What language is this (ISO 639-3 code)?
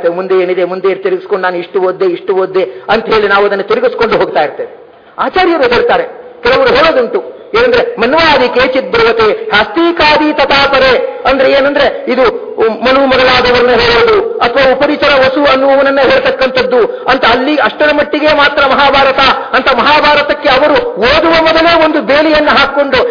kan